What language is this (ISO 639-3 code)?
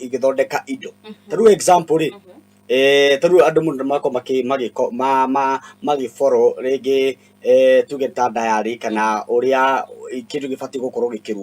kik